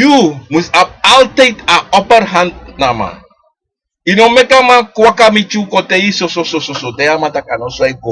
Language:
Sranan Tongo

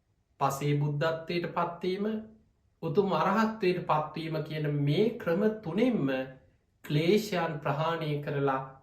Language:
Sinhala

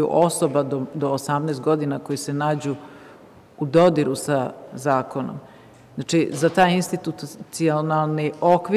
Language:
Serbian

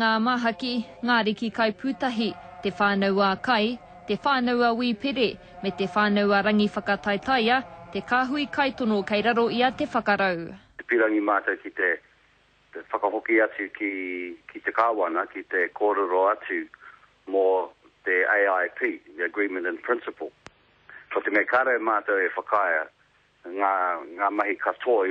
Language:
Māori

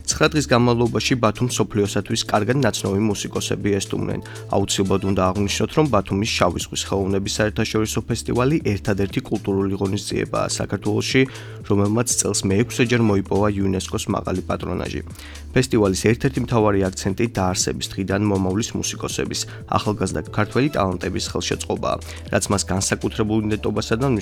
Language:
Georgian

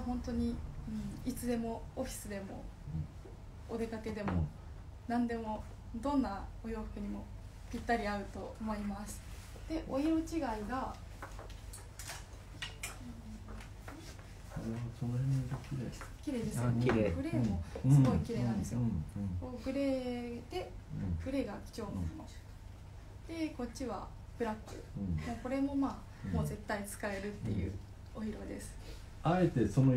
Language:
Japanese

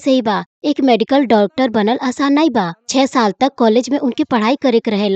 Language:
Bhojpuri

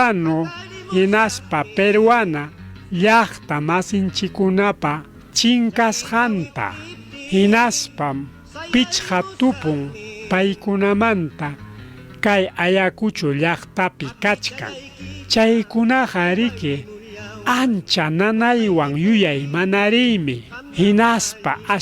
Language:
Ayacucho Quechua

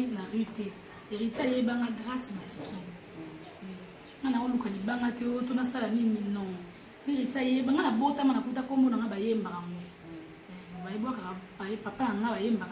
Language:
Lingala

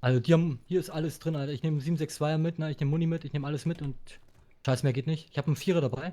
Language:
Bavarian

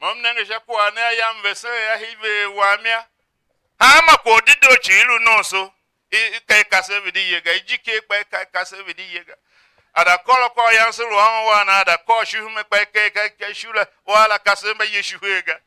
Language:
Tiv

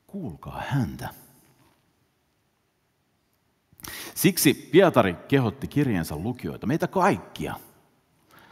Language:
Finnish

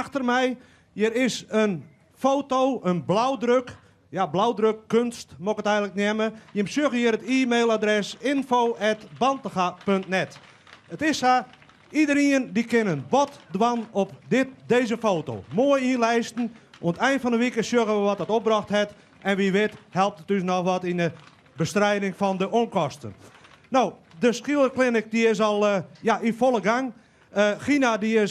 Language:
Western Frisian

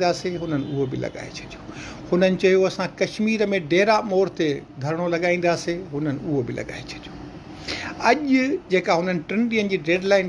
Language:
Sindhi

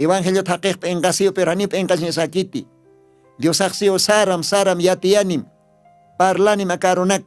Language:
Aymara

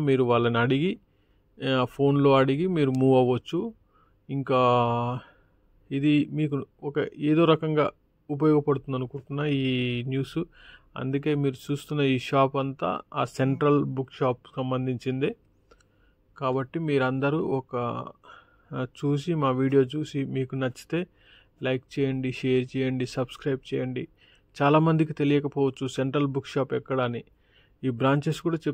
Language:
Telugu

